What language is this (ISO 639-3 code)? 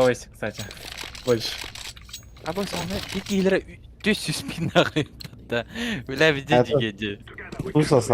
sah